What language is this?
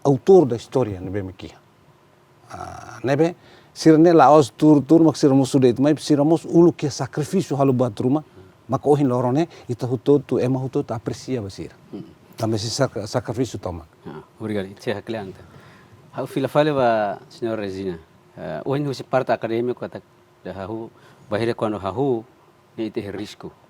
Tetum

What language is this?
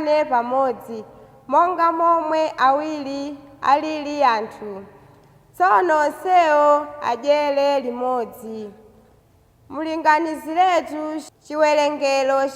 Nyanja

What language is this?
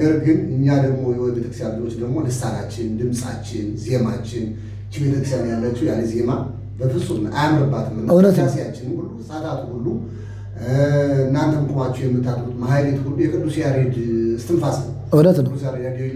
Amharic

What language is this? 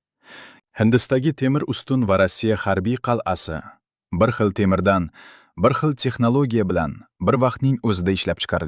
Uzbek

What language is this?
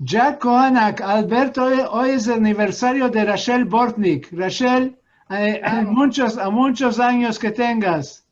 Ladino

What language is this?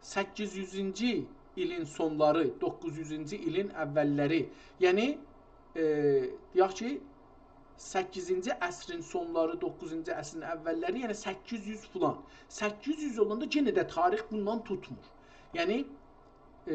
South Azerbaijani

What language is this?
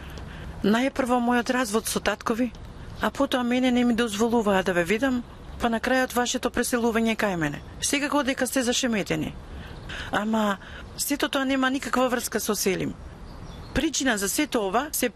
Macedonian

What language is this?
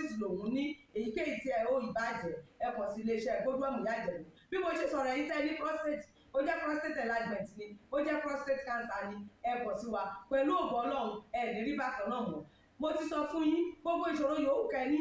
Yoruba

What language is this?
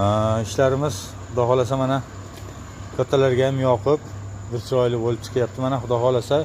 Uzbek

